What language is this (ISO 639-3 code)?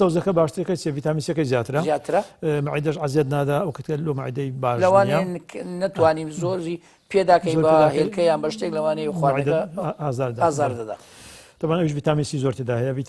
ckb